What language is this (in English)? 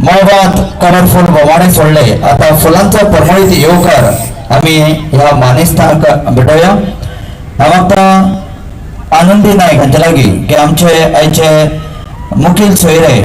Konkani